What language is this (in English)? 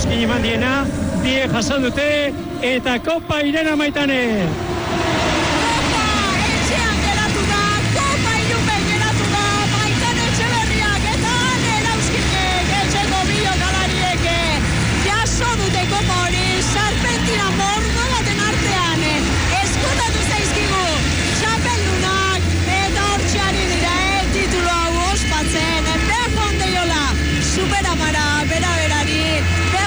Basque